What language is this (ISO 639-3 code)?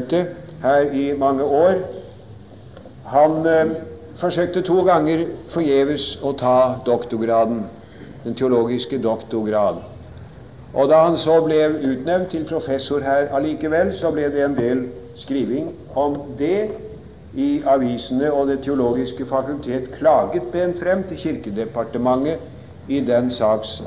nor